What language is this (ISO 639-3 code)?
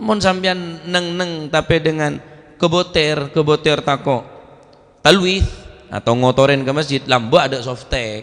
mad